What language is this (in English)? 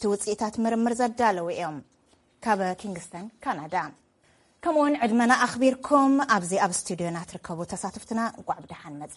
Tigrinya